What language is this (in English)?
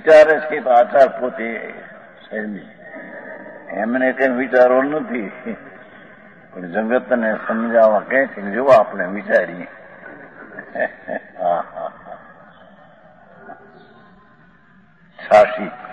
Gujarati